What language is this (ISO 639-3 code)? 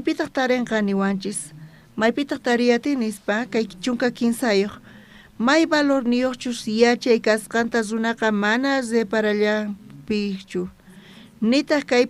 quh